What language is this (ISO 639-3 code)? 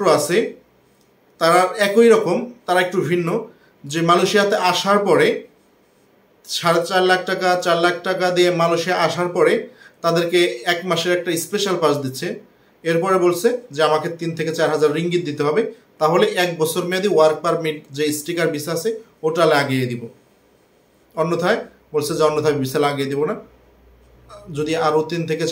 ben